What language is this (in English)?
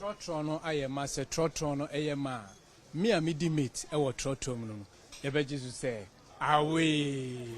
Akan